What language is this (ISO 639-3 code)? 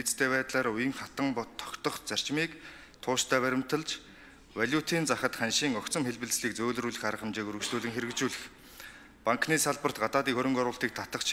mon